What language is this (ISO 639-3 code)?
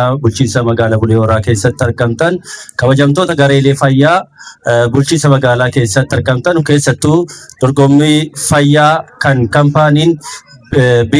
orm